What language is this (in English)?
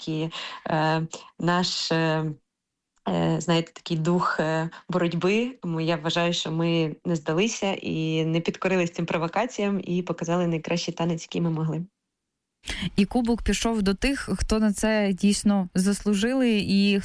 Ukrainian